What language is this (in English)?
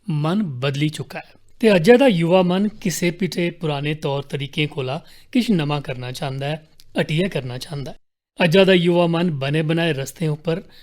Dogri